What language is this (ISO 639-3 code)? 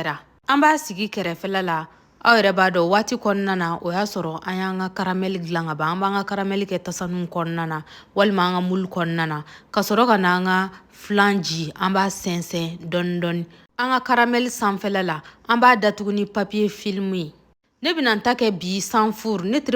bam